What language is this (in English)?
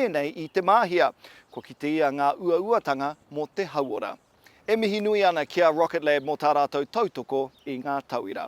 Māori